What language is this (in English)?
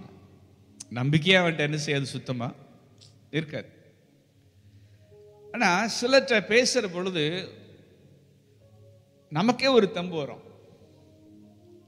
Tamil